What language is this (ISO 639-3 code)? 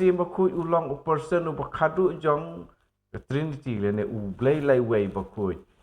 kha